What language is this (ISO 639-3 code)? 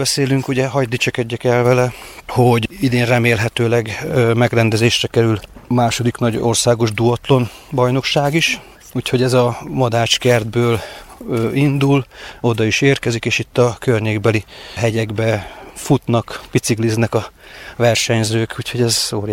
hun